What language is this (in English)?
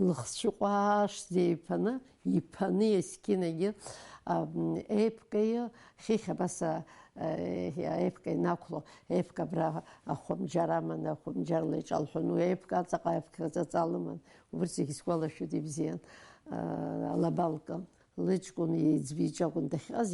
Abkhazian